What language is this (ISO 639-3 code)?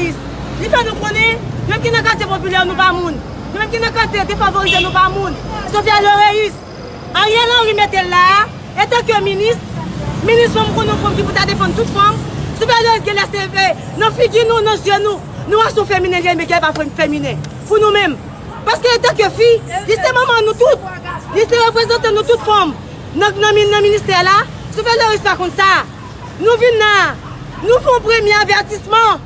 hat